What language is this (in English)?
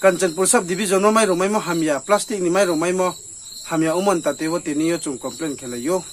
Riang (India)